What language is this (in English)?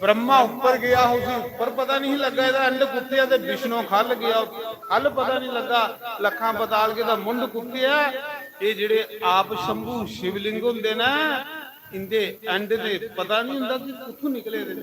Dogri